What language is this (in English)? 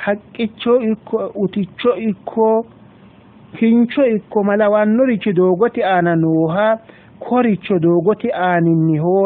Sidamo